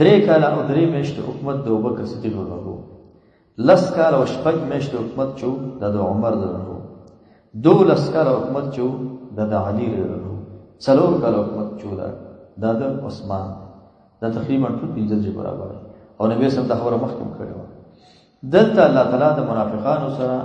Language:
Pashto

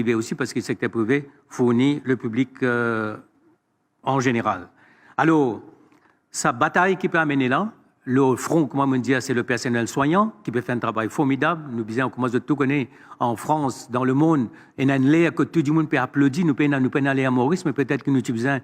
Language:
Morisyen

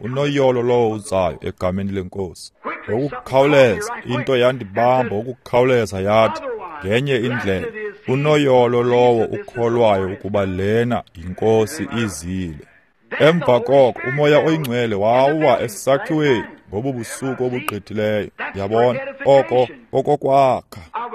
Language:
Xhosa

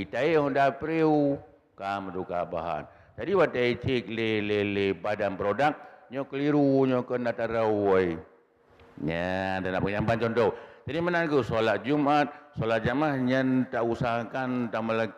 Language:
Achinese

